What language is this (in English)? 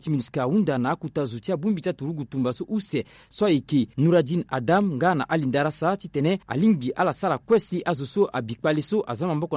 Sango